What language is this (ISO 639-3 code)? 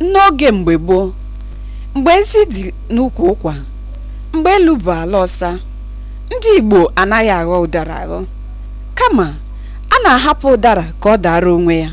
ibo